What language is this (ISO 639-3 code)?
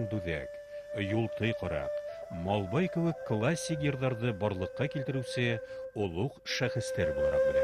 bak